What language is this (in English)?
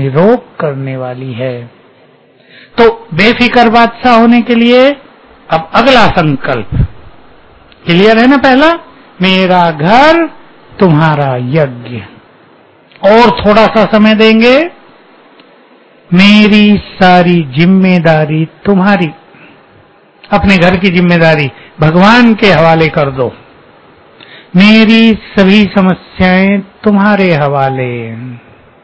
Hindi